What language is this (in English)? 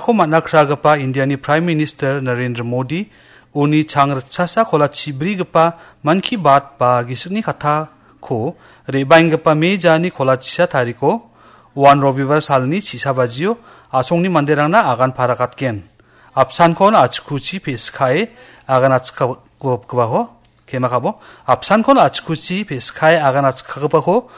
Garo